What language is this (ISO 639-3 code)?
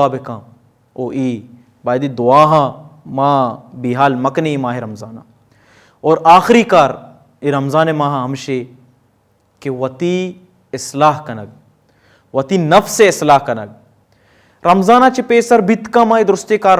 bal